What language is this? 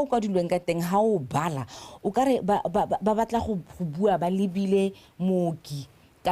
Tswana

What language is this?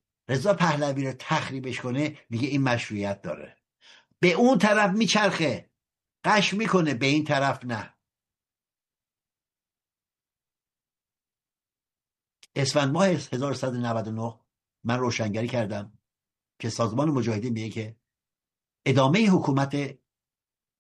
Persian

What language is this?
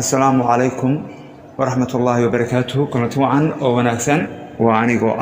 Somali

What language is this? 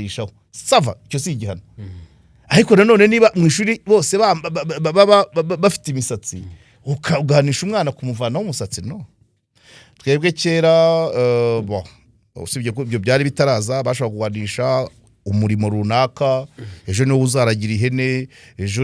Kinyarwanda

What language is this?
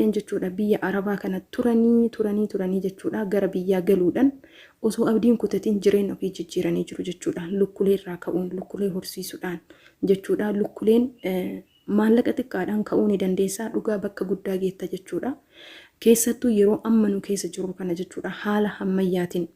Oromo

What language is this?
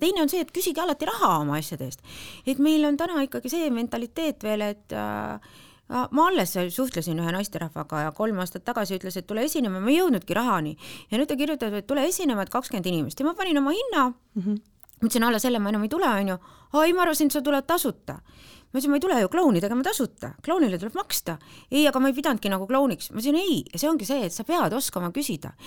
Estonian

